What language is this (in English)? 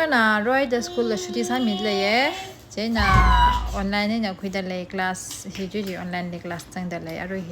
Tangkhul Naga (India)